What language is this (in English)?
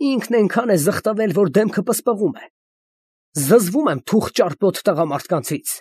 Armenian